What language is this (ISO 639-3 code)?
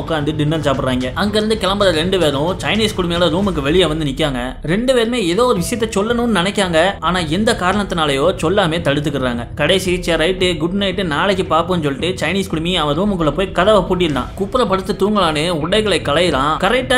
tam